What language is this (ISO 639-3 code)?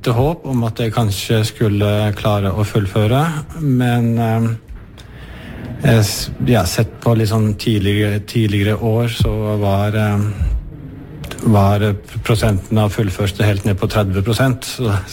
nor